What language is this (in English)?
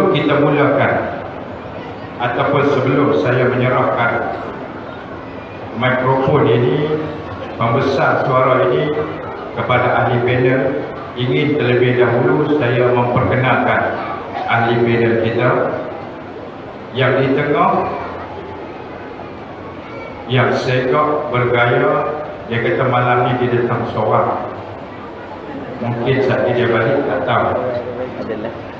Malay